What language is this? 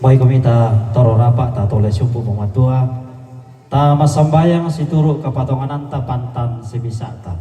Toraja-Sa'dan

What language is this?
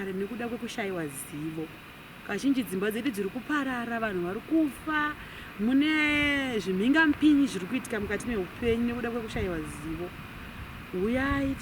Shona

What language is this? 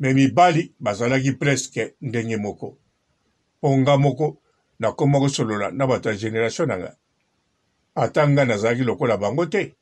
Lingala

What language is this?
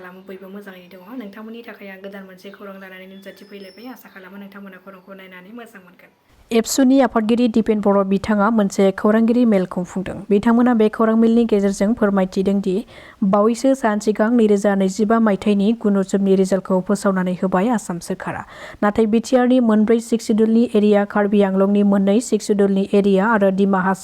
Bodo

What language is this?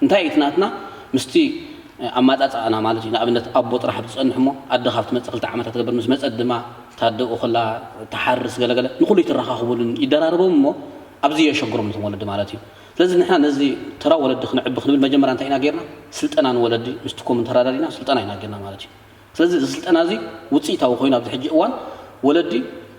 Tigrinya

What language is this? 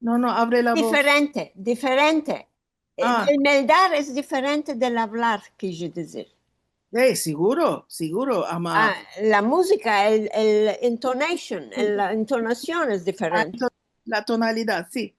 Ladino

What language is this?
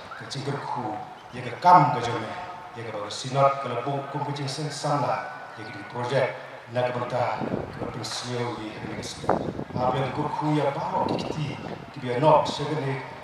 Khasi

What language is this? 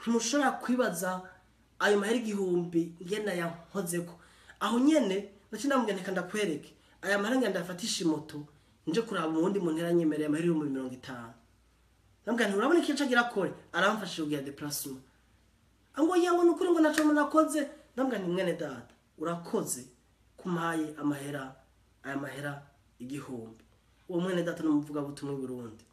Rundi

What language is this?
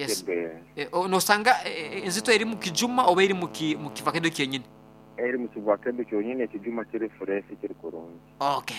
Nyoro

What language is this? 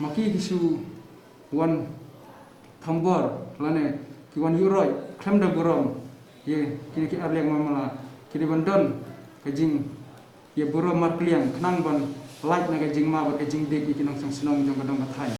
Khasi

